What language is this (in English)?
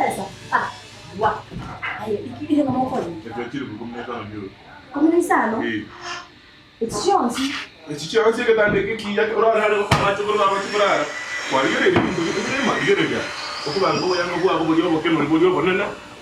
Gusii